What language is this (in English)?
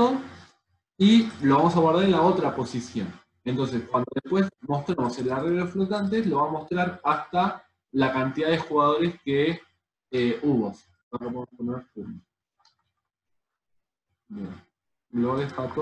Spanish